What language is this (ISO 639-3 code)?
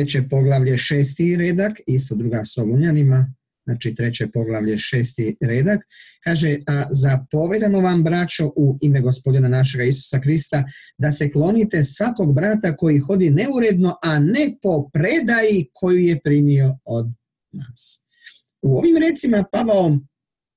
hrv